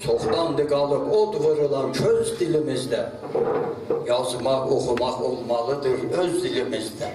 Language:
South Azerbaijani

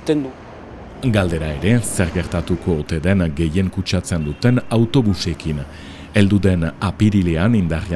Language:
Basque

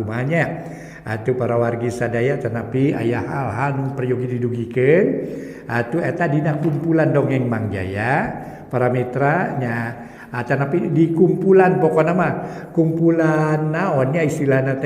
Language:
Sundanese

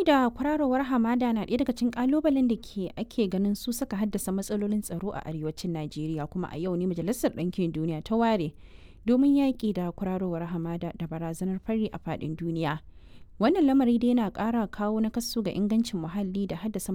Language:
Hausa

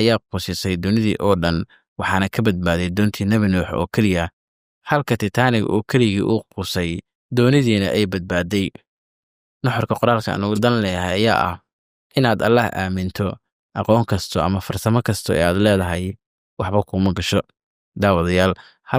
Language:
Somali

